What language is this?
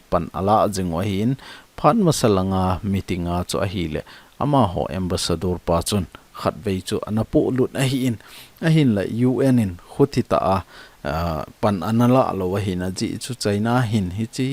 Thado Chin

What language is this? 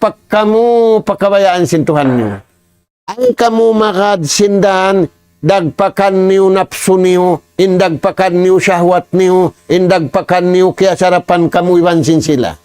Tausug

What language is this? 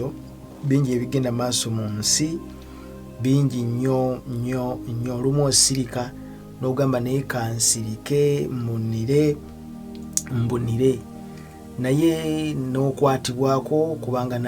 Ganda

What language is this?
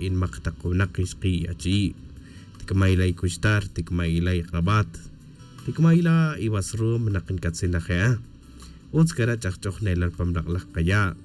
Tz'utujil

